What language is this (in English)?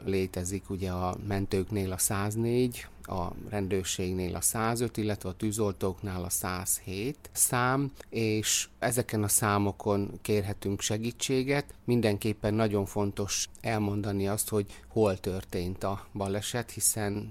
Hungarian